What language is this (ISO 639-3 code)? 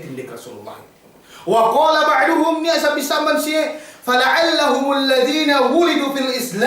yka